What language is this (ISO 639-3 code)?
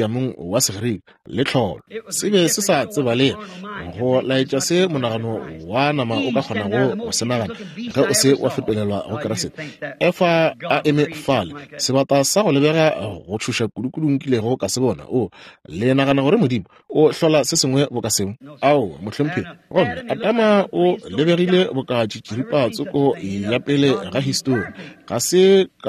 nso